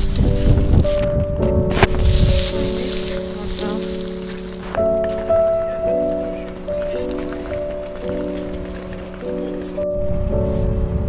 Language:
Russian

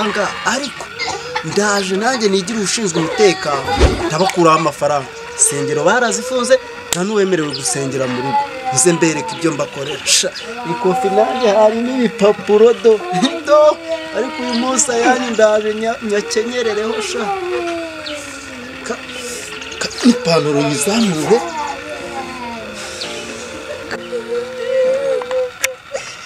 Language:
Kinyarwanda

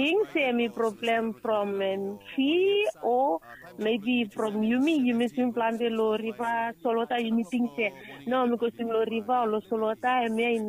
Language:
Bislama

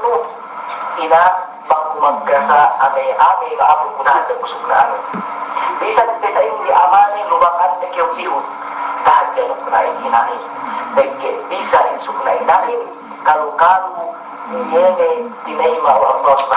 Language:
Yakan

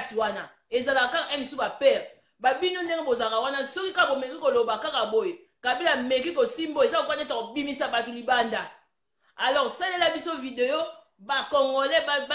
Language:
Lingala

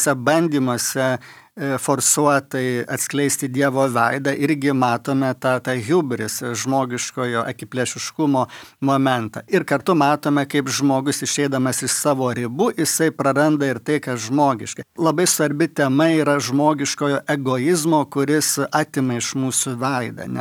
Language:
Lithuanian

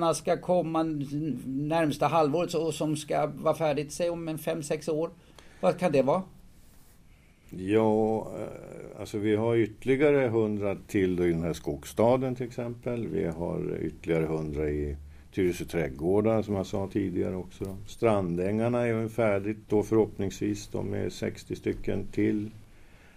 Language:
Swedish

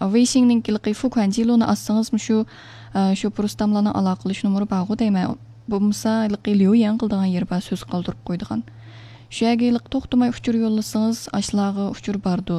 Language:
Uyghur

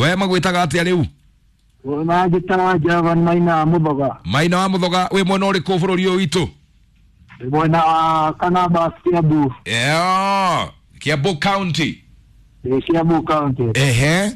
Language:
Kikuyu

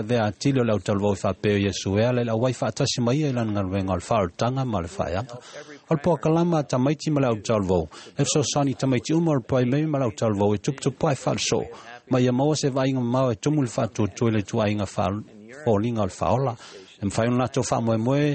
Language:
Samoan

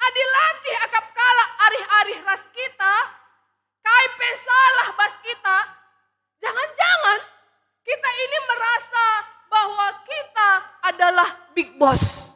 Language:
Batak Karo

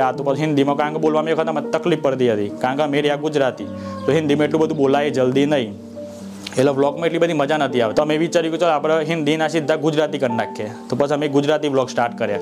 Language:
Gujarati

